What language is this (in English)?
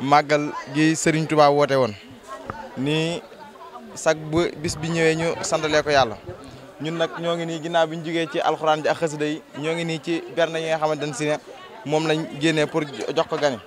Wolof